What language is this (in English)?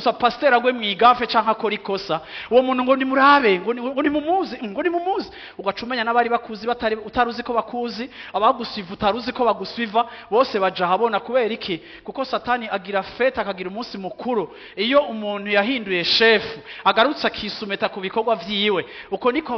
Rundi